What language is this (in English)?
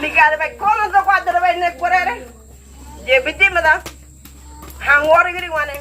Ngäbere